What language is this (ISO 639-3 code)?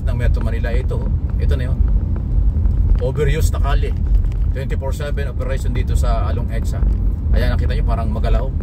fil